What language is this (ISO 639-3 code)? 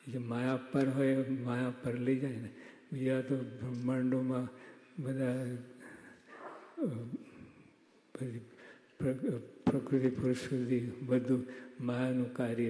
guj